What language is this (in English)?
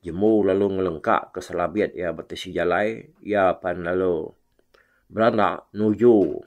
Iban